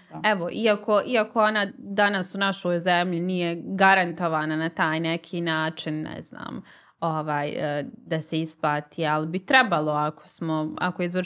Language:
Bosnian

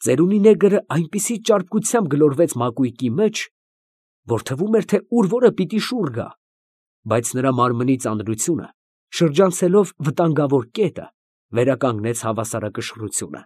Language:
Armenian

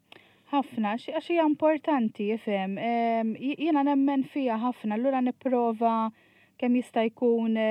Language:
Maltese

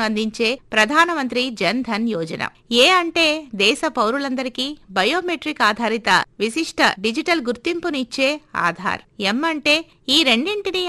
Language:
Telugu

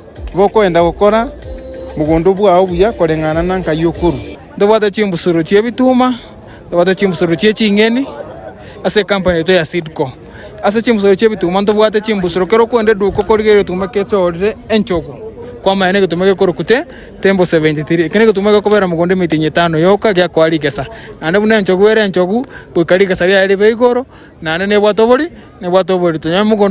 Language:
Gusii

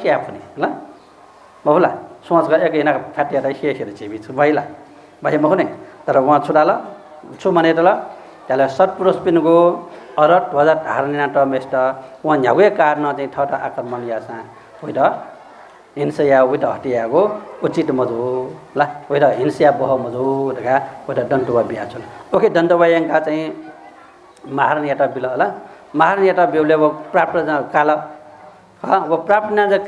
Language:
Newari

